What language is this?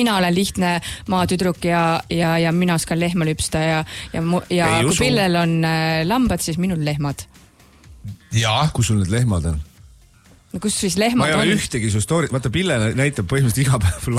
Estonian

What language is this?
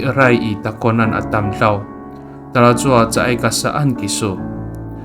Amis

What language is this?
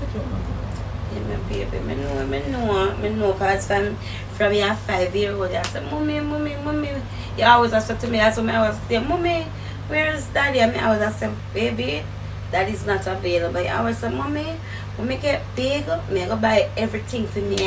Jamaican Creole English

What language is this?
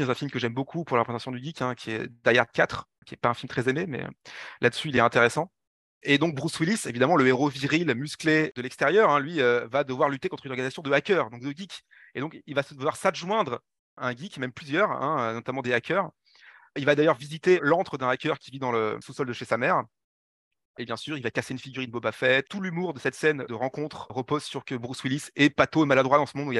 French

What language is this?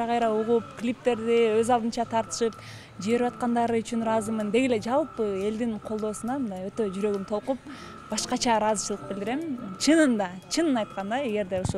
Kyrgyz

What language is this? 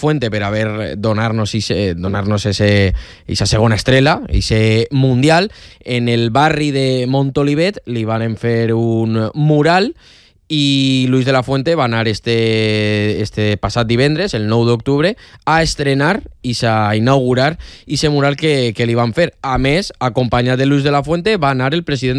Catalan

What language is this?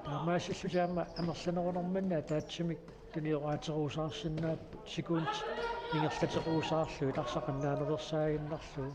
Kalaallisut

